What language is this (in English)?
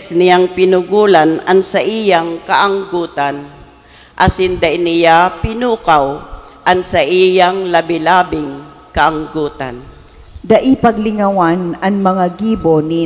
Bikol